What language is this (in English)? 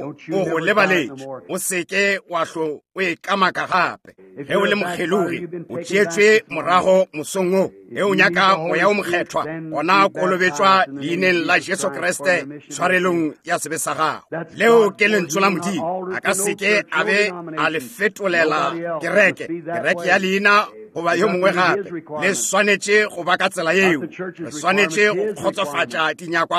Northern Sotho